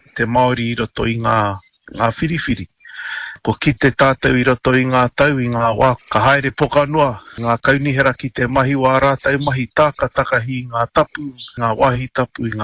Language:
Māori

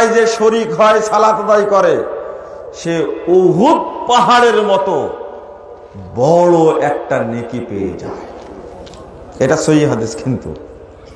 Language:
Bangla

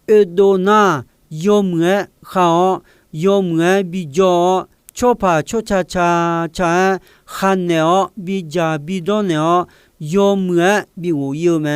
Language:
Akha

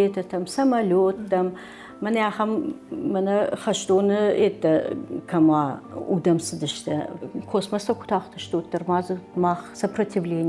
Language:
Ossetic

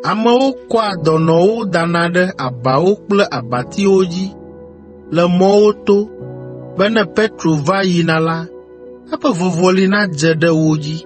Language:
Ewe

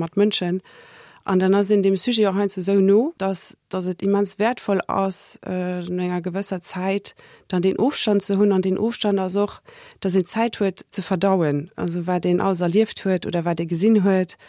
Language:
Luxembourgish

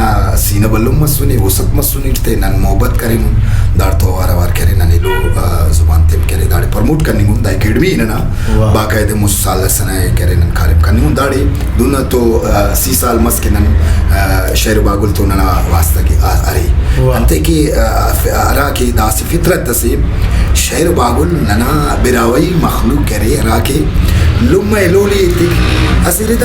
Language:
Brahui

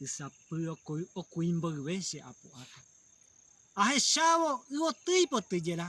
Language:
Guarani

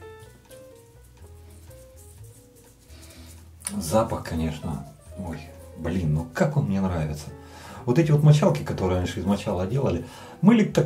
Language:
Russian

